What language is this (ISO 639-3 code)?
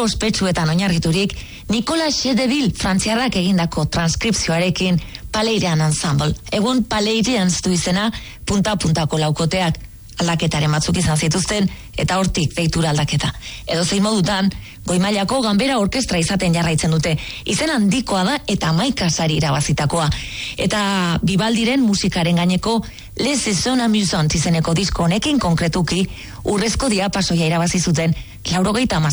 eus